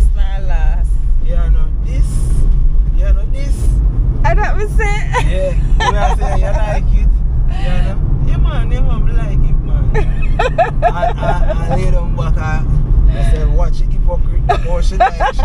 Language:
Jamaican Creole English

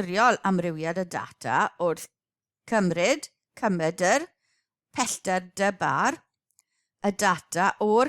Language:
Welsh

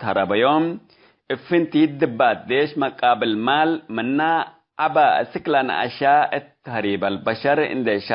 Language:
Tigre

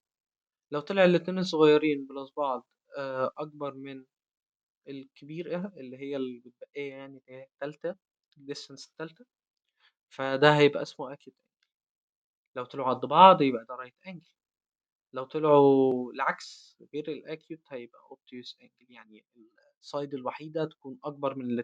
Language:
Egyptian Arabic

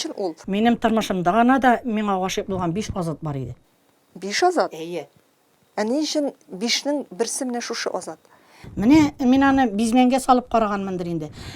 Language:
Tatar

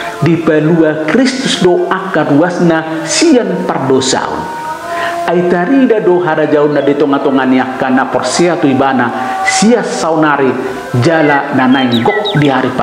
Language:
Batak Toba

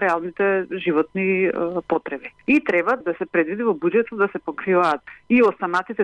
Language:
Macedonian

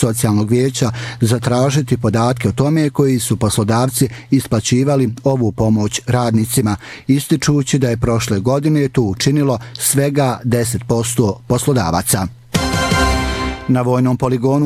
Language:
Bosnian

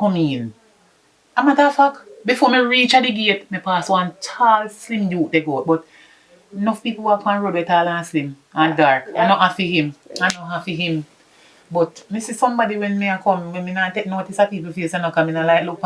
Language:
Jamaican Creole English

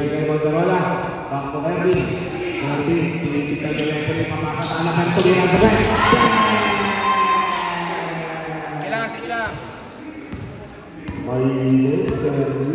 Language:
Filipino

